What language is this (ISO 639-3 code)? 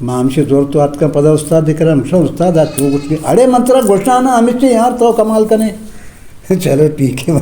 bgp